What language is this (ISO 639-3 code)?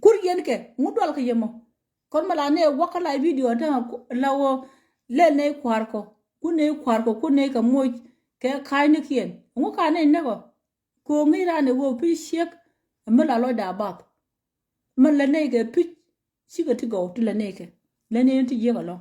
nus